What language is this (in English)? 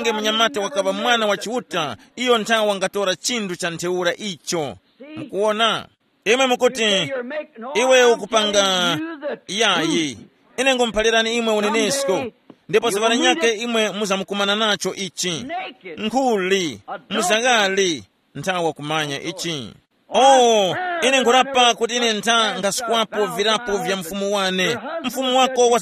Tumbuka